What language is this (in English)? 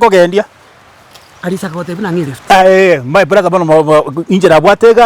Gusii